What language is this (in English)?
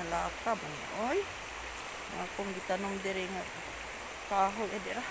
Cebuano